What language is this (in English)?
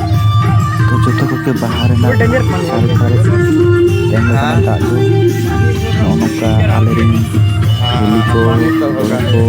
Santali